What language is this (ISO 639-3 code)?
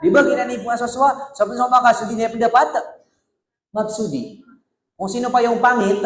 mrw